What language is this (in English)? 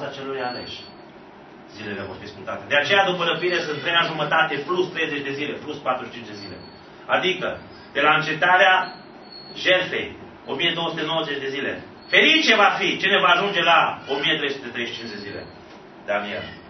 Romanian